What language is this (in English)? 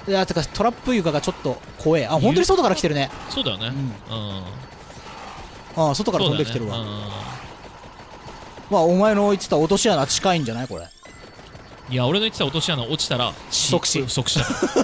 Japanese